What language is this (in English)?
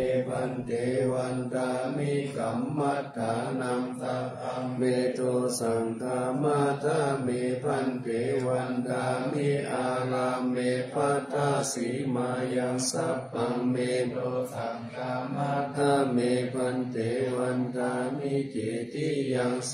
Pali